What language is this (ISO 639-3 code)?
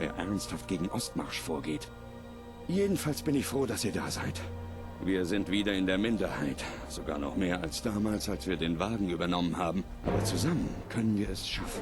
bar